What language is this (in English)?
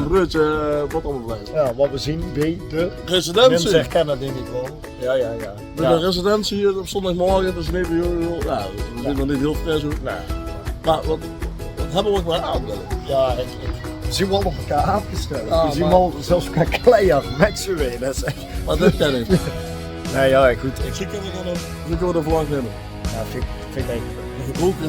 Limburgish